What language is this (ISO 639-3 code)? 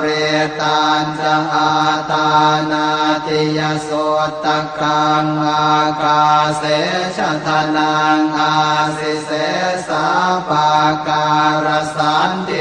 pli